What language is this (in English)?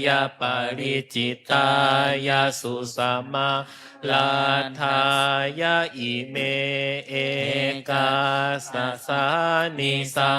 Pali